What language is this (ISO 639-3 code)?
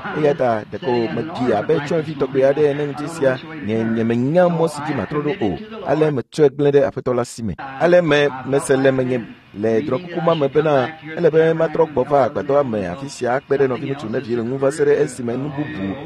ewe